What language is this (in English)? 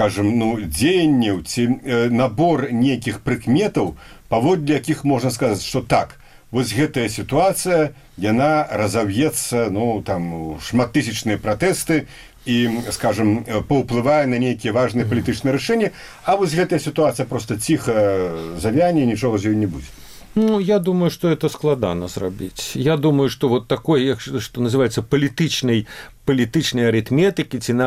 Belarusian